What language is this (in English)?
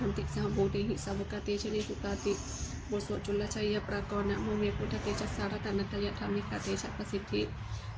Pali